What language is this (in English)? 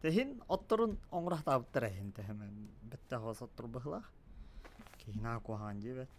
Yakut